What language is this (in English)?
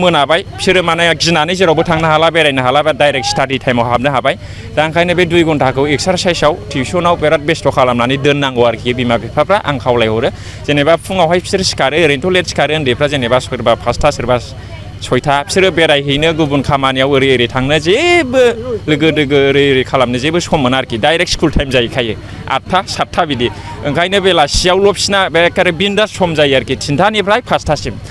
Bodo